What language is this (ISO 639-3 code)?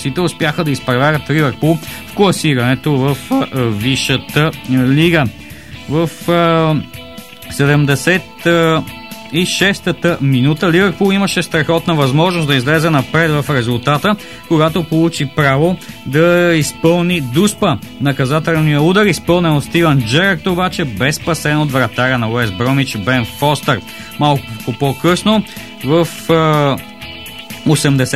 bul